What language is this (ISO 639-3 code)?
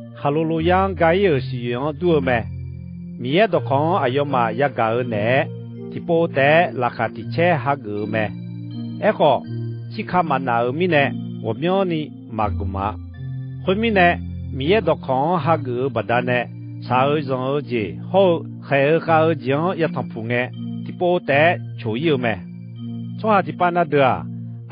ahk